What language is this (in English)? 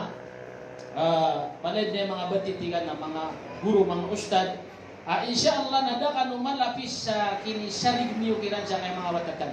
Maranao